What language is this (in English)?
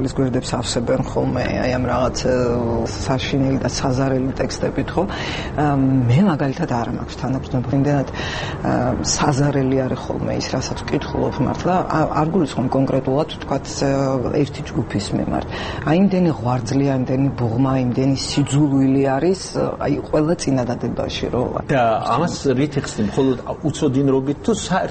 Georgian